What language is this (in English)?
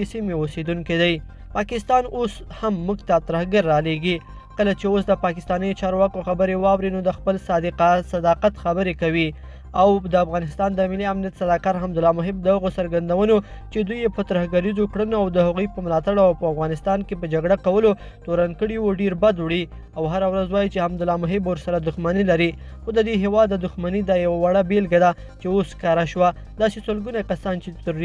Pashto